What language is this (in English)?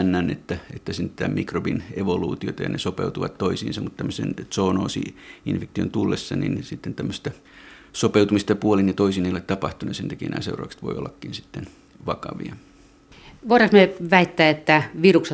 Finnish